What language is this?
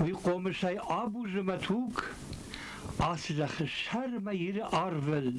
Ossetic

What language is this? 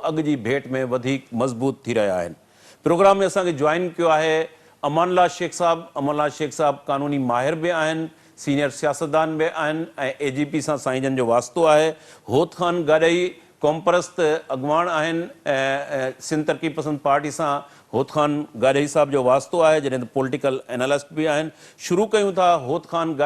Sindhi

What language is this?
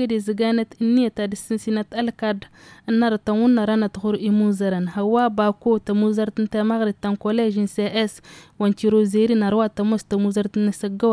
Tamasheq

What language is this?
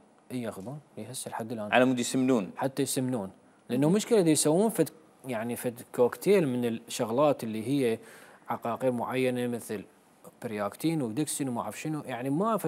Mesopotamian Arabic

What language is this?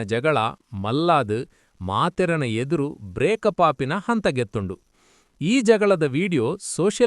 Tulu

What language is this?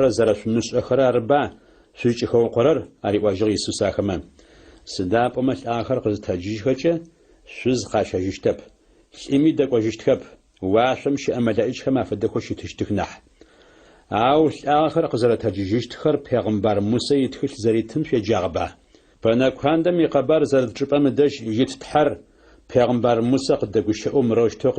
Adyghe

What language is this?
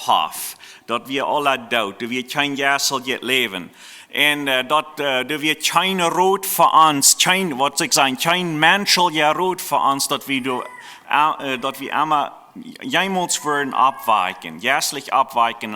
Plautdietsch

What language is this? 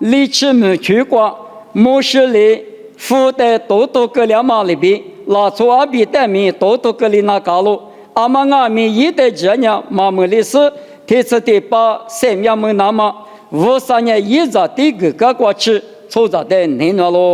Lisu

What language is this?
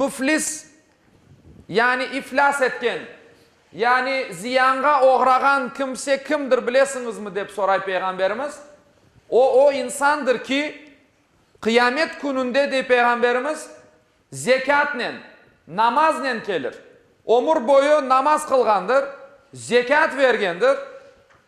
Crimean Tatar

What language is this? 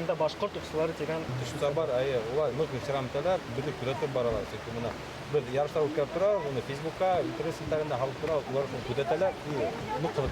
Bashkir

